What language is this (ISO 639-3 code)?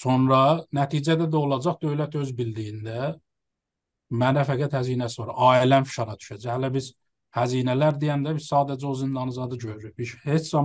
azb